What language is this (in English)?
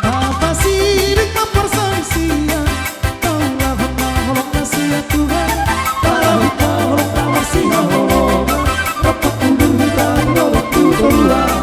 Batak Toba